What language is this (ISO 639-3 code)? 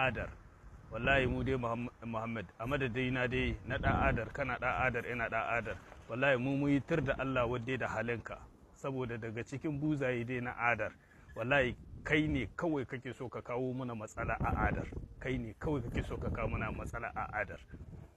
hau